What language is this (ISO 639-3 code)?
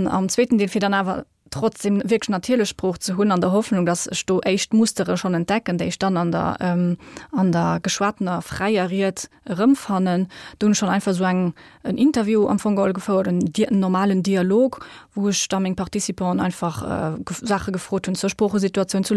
ltz